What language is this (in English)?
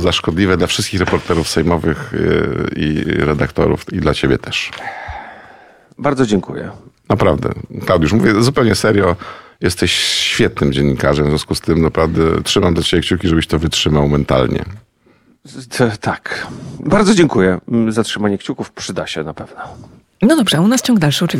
Polish